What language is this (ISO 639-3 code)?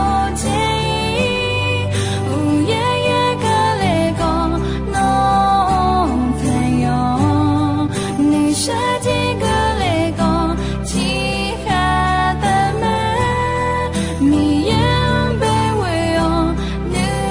ahk